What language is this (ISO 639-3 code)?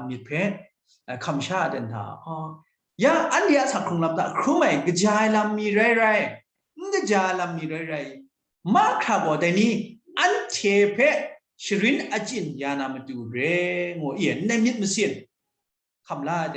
kac